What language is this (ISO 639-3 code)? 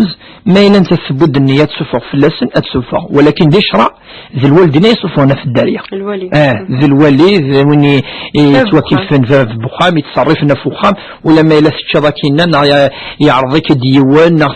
kab